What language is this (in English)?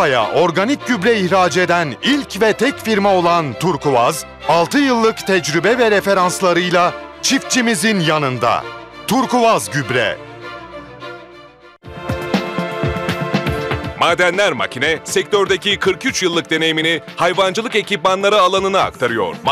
Turkish